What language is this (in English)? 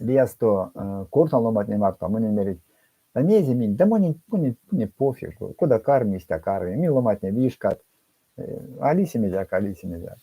Erzya